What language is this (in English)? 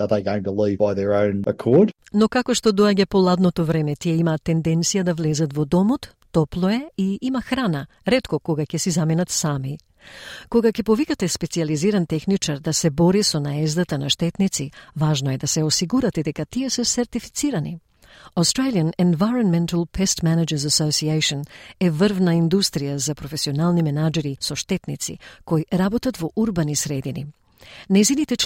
Macedonian